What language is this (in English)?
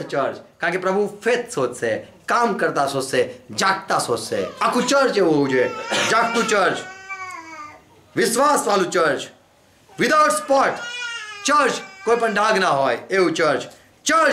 Gujarati